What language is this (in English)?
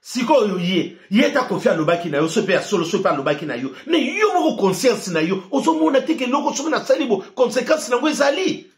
Lingala